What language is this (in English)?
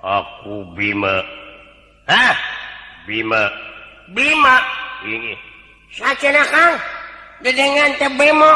Sundanese